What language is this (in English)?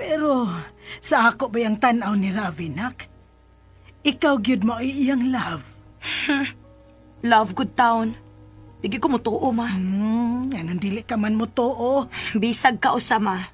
Cebuano